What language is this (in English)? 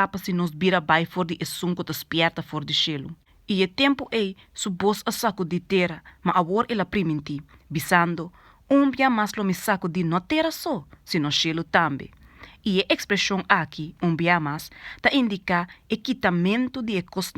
Papiamento